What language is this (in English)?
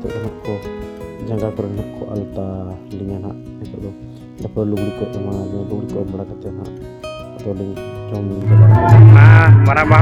Santali